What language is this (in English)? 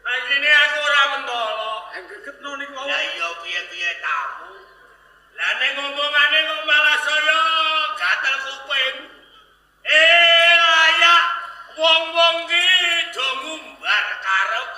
Javanese